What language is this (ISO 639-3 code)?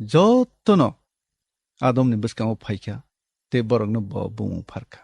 trp